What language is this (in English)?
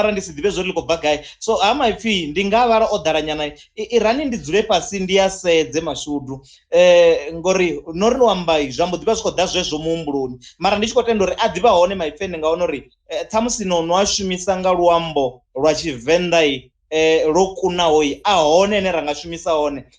Venda